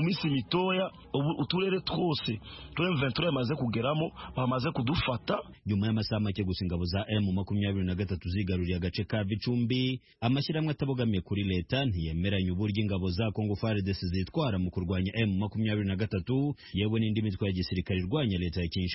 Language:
Kinyarwanda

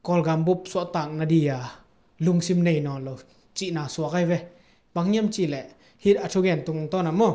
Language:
Tedim Chin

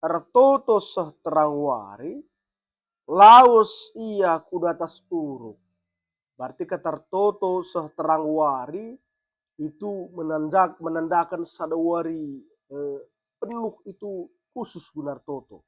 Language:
Batak Karo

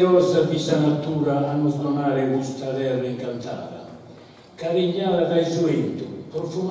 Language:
Sardinian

